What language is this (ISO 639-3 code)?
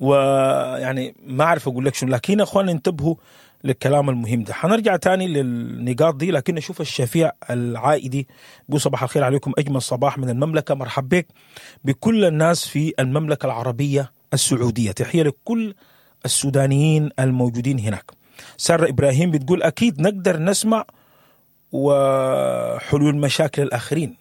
apd